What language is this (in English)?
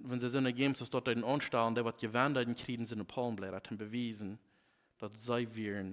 Plautdietsch